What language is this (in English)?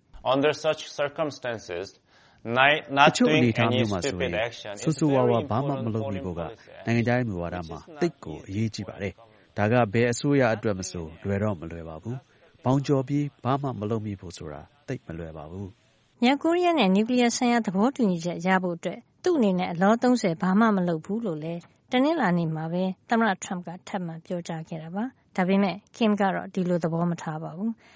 Burmese